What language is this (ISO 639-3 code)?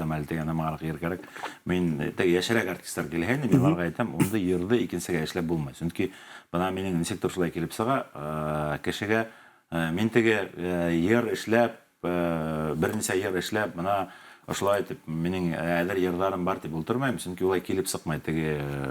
bak